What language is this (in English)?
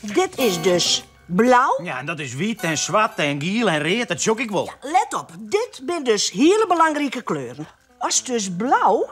Western Frisian